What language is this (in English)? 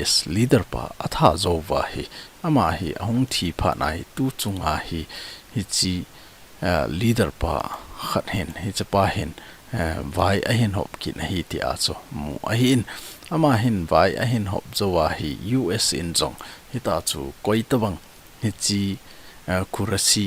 Thado Chin